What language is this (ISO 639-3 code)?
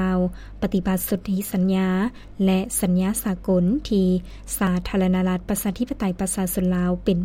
lao